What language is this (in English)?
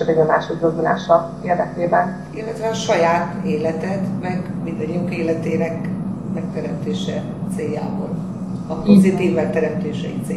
Hungarian